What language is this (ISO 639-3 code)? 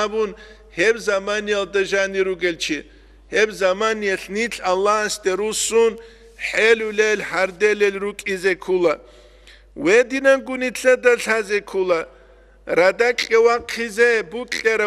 ava